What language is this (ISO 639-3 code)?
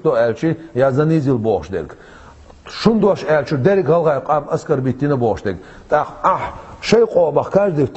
che